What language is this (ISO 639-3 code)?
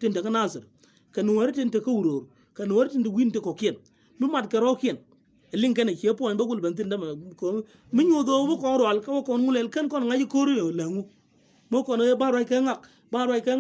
nus